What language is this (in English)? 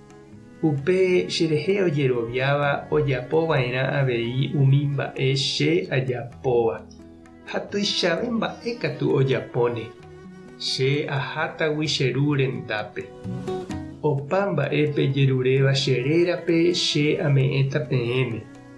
Guarani